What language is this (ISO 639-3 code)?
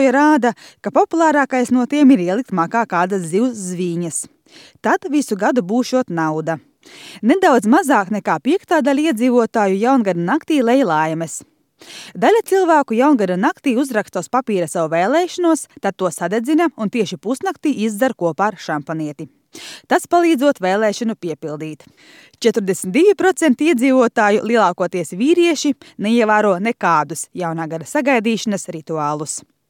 lav